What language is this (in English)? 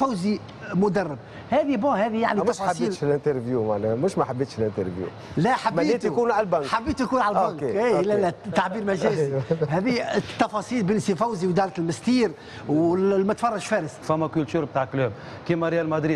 Tunisian Arabic